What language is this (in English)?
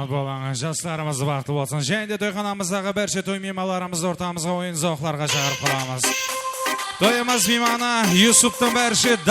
Kara-Kalpak